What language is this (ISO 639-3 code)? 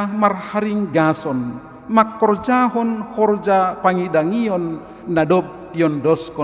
bts